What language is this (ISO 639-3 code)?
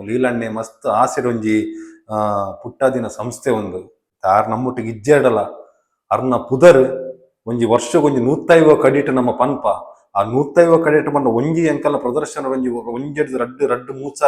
tcy